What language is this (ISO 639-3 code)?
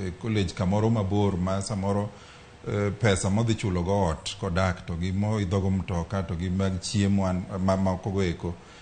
luo